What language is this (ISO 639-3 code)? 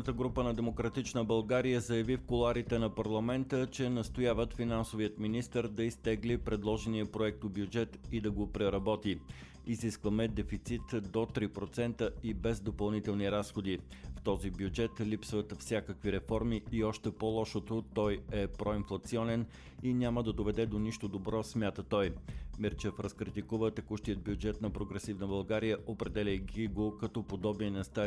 bul